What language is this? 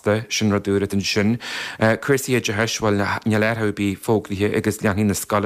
Irish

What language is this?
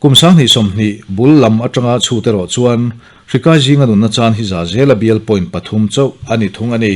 Mizo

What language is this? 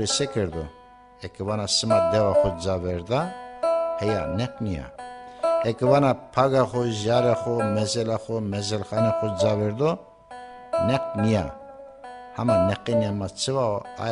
Zaza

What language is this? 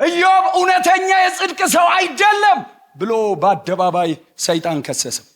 Amharic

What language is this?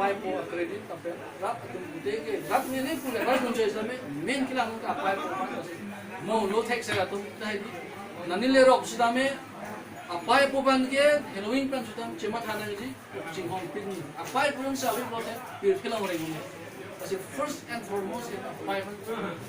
Karbi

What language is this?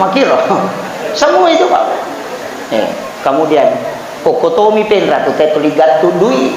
Buginese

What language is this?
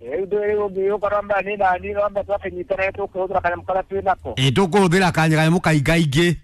Kikuyu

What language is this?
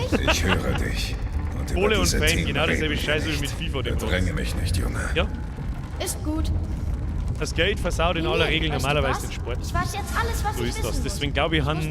Bavarian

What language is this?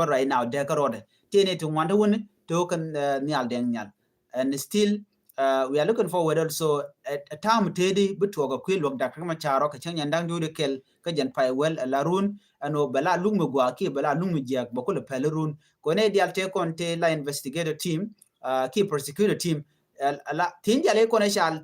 Nuer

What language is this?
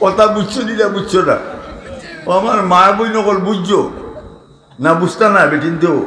Sylheti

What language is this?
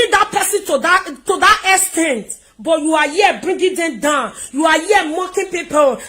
Nigerian Pidgin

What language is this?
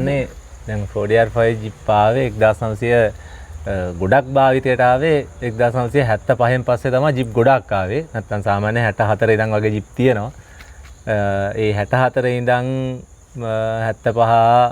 Sinhala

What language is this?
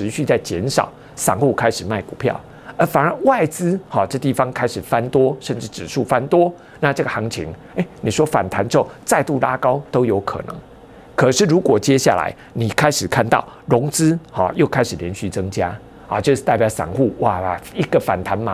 Chinese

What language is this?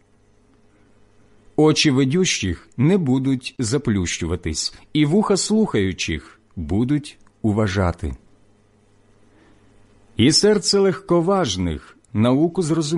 Ukrainian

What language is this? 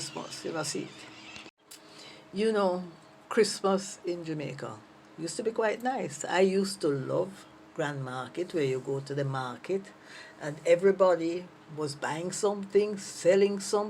Jamaican Creole English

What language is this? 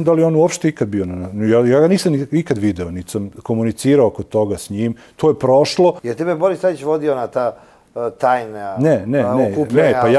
Serbian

